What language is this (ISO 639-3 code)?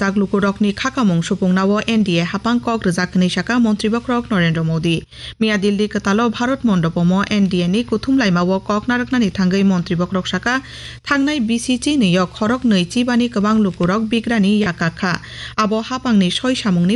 trp